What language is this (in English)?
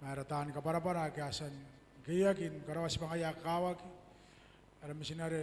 Gilbertese